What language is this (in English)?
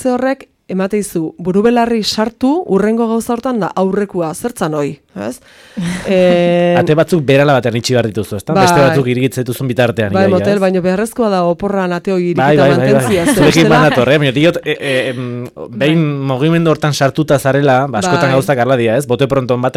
Basque